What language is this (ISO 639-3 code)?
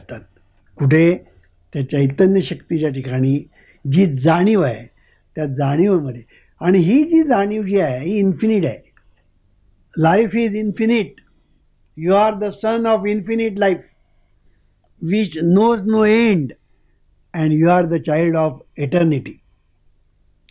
mar